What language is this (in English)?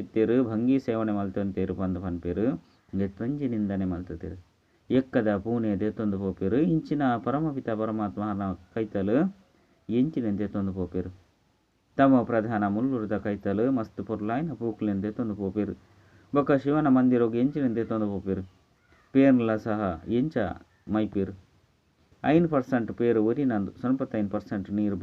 Tulu